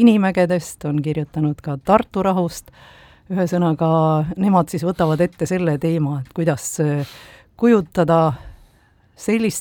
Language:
Estonian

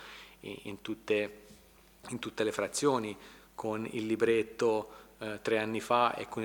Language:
Italian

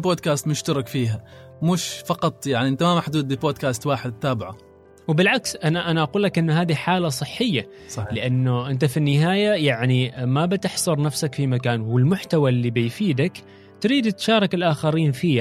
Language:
Gulf Arabic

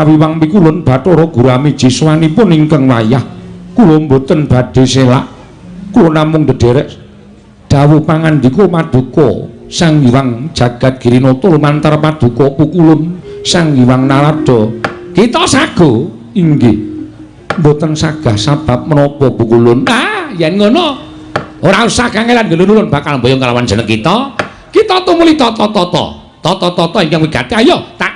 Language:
Javanese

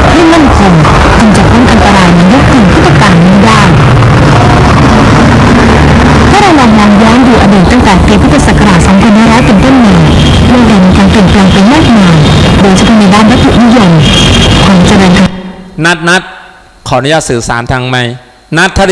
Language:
Thai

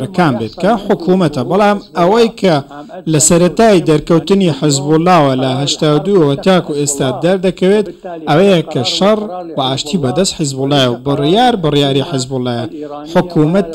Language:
Central Kurdish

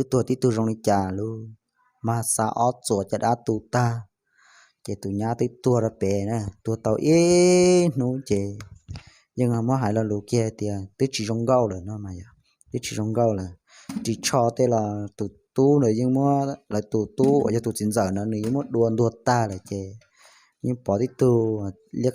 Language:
Hmong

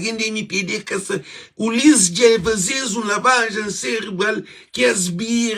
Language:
Kabuverdianu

